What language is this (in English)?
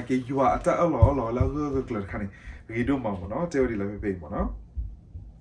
S'gaw Karen